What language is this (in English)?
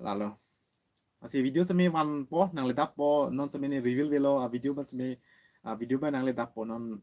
Karbi